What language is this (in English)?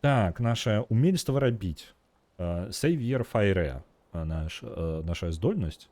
Belarusian